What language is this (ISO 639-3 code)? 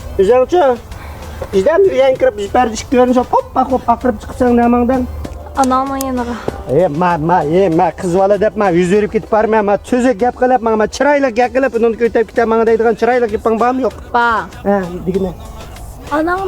uig